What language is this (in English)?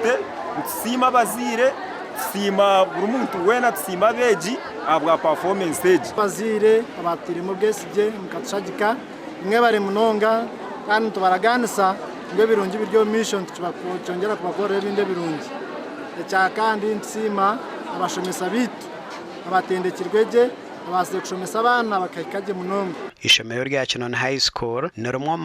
Nyankole